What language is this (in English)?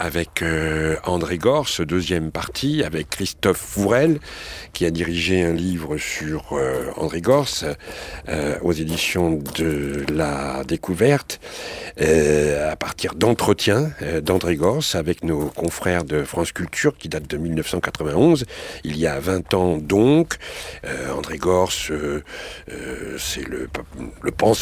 French